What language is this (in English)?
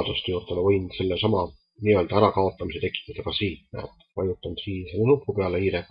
Estonian